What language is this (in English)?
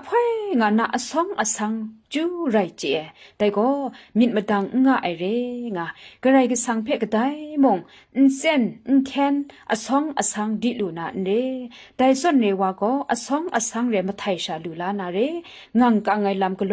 Kachin